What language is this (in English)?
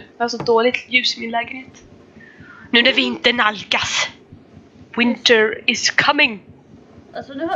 Swedish